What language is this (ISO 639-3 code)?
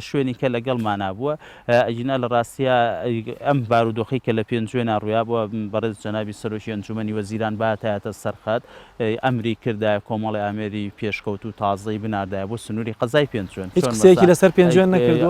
ckb